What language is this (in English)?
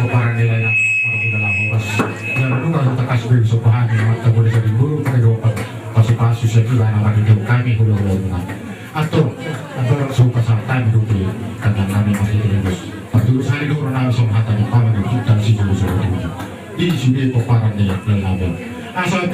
Batak Toba